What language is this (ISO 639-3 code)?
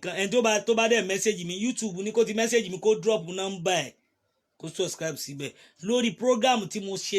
yor